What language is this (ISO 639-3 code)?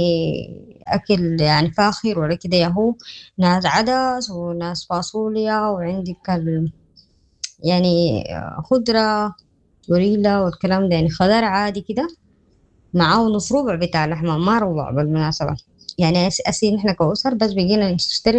apd